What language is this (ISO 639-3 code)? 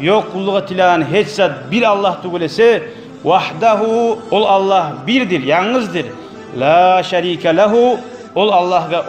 kum